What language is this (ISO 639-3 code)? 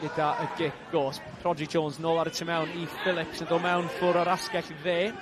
cym